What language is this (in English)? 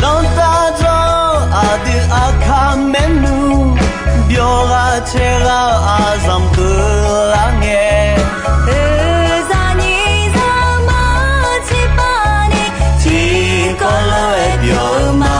Akha